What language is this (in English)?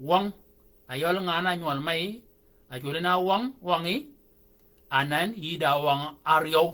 Shilluk